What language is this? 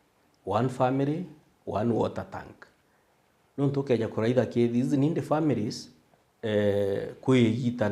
Meru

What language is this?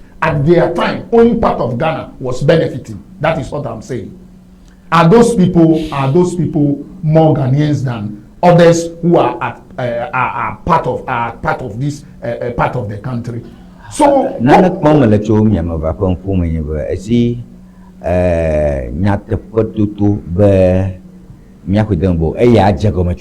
Ewe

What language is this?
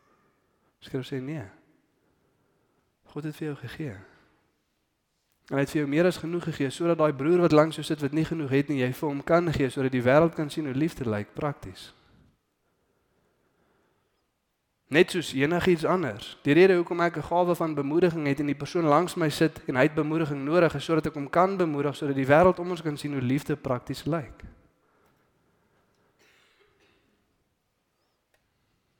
Afrikaans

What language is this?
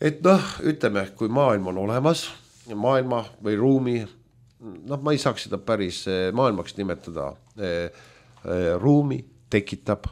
Estonian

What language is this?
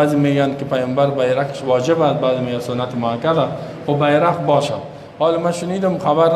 Persian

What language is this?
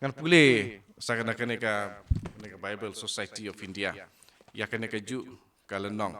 Khasi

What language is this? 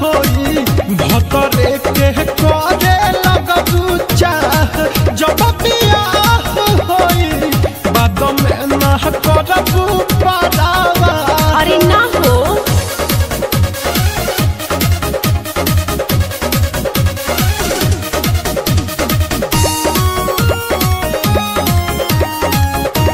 Bhojpuri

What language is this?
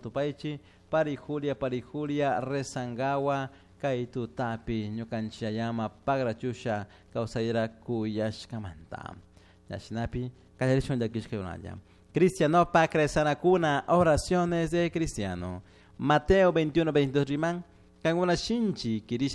Chimborazo Highland Quichua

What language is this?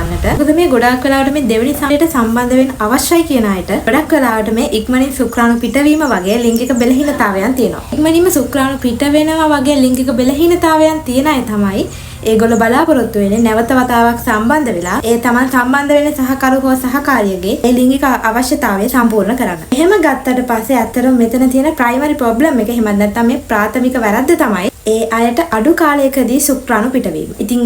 Sinhala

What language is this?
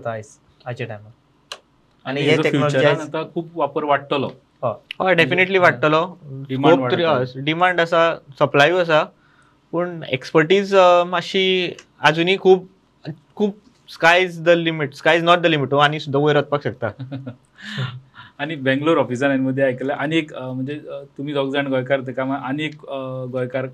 Konkani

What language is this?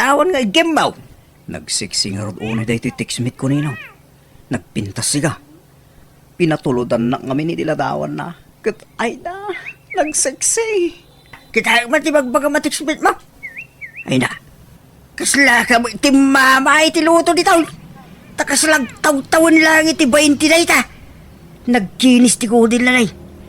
Iloko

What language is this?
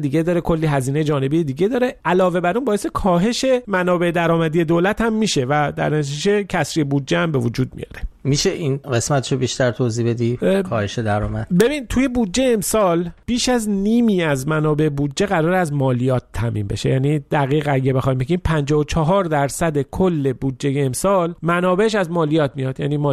Persian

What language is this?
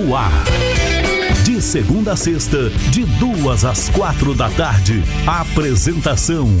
Portuguese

